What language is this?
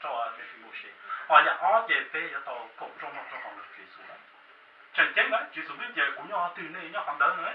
Hmong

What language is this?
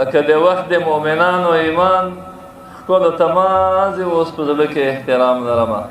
Pashto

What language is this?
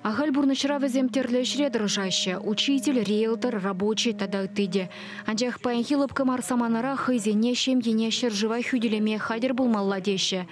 Chuvash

